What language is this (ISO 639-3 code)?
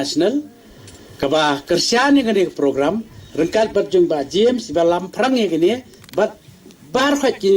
kha